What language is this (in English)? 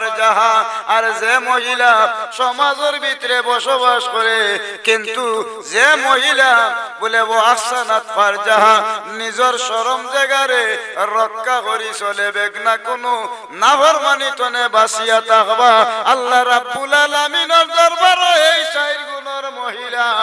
Sylheti